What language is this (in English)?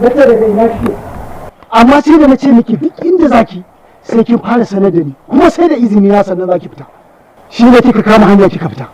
Hausa